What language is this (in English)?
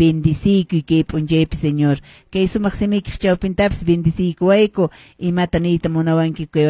Quechua